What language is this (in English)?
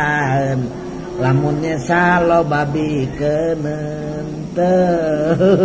Sundanese